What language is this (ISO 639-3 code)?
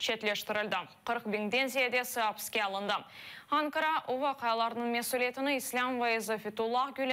crh